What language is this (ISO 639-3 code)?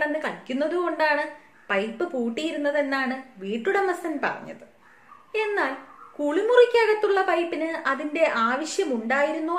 mal